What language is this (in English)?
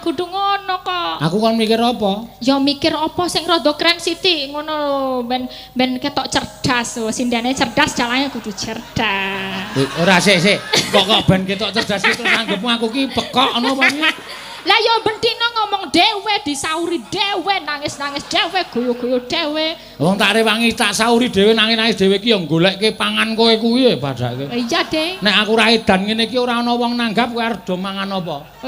Javanese